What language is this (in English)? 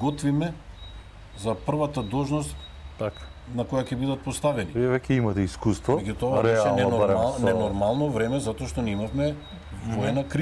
Macedonian